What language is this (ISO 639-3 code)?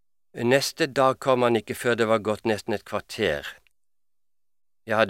nor